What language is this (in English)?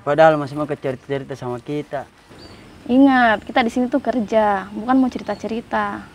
Makassar Malay